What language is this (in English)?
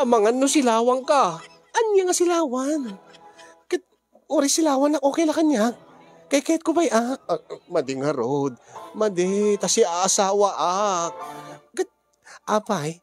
Iloko